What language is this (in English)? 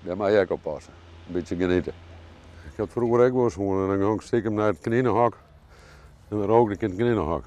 Western Frisian